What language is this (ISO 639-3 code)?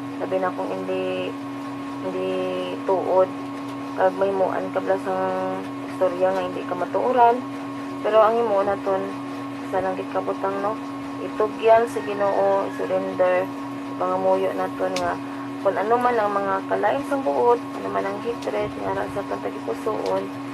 hil